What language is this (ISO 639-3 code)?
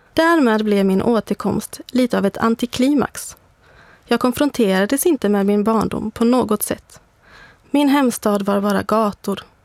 swe